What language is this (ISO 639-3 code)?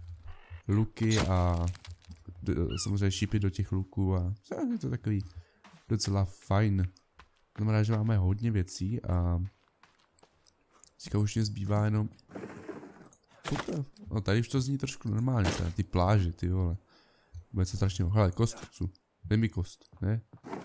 ces